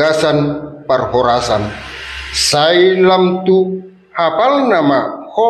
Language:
Batak Toba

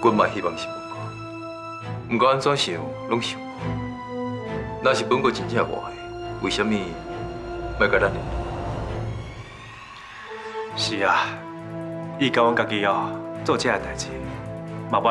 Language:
Min Nan Chinese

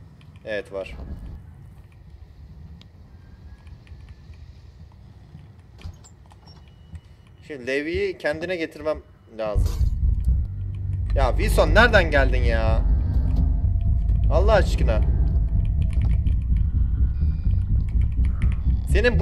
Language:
Turkish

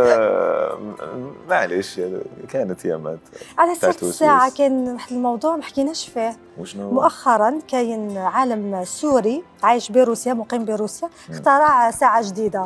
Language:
Algerian Arabic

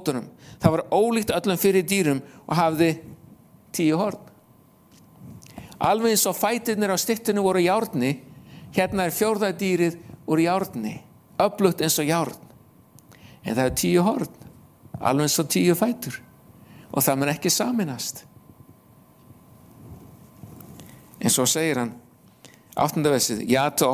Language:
Icelandic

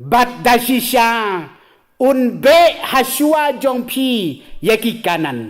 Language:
Khasi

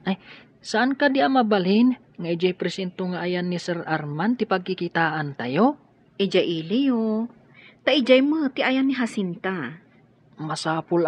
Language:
Iloko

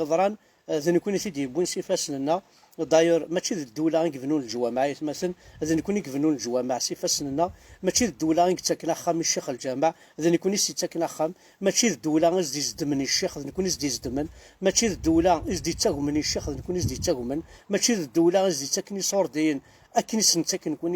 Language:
Kabyle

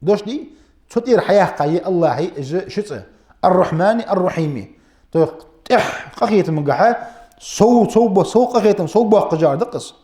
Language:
Ingush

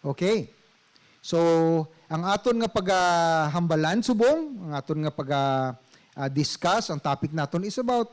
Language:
Hiligaynon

